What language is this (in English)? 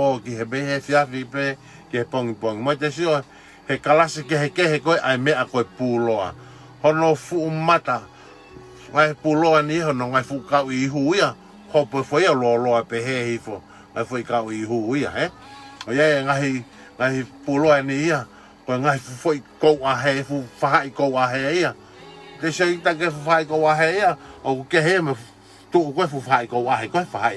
Tongan